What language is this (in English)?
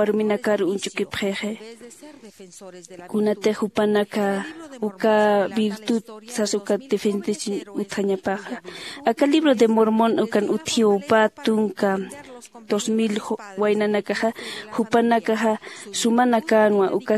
Aymara